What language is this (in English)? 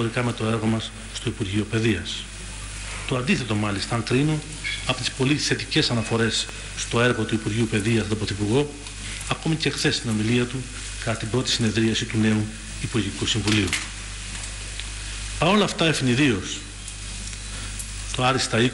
Greek